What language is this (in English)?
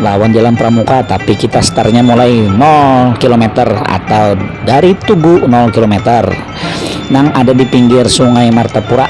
Banjar